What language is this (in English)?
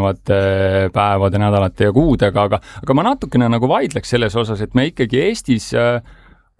Estonian